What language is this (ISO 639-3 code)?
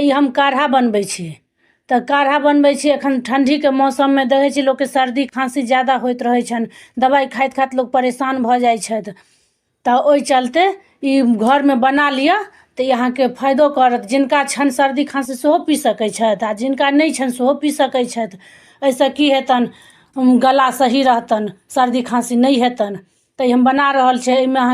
mai